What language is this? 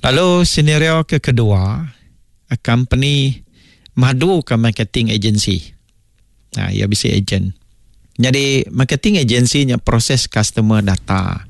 Iban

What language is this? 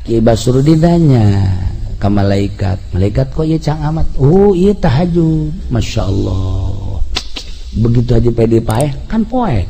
Sundanese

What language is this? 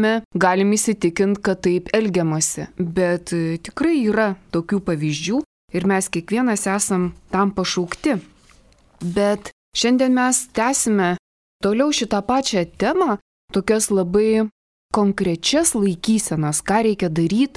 Lithuanian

